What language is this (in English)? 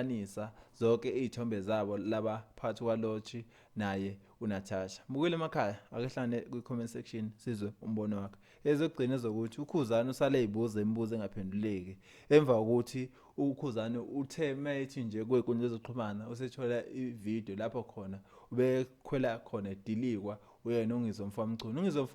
Zulu